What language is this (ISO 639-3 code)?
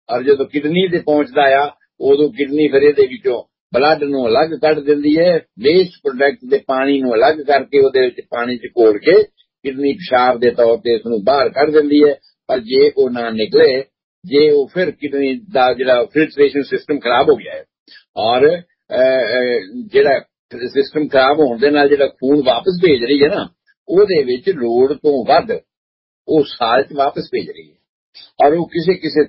pan